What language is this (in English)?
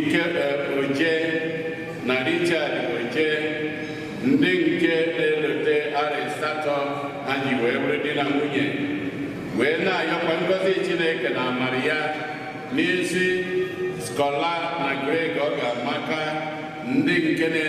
Igbo